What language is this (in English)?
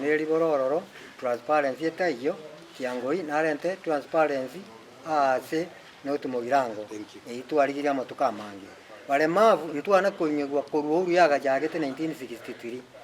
Gusii